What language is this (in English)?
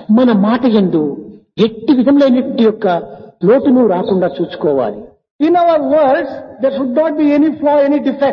Telugu